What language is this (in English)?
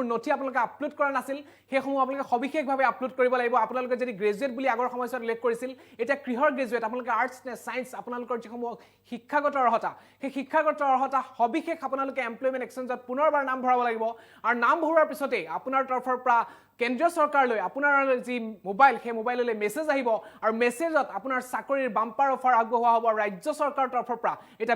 Assamese